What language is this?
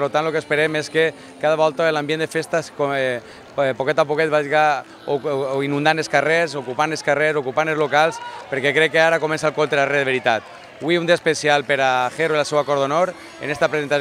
Catalan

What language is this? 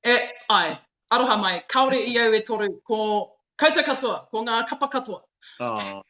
Māori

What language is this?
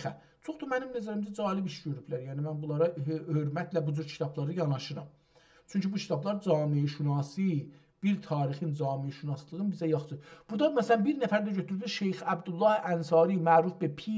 South Azerbaijani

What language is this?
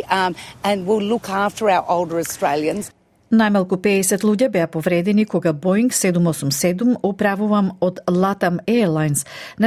Macedonian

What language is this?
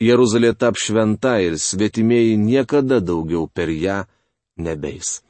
Lithuanian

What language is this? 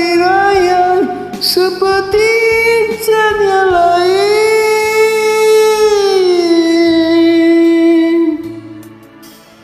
Malay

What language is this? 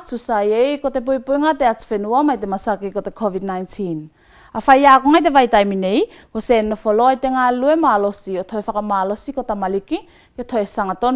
Tuvalu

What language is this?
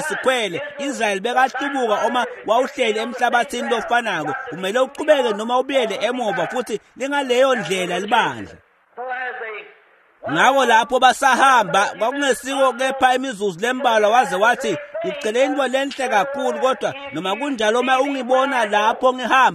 Swati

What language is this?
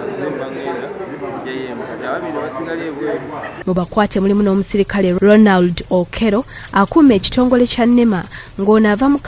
Ganda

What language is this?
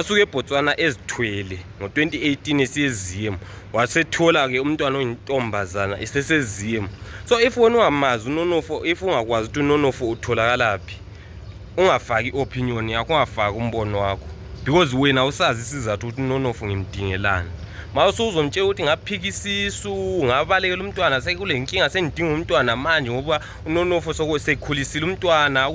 Zulu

